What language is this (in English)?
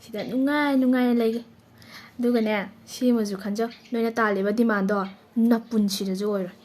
Manipuri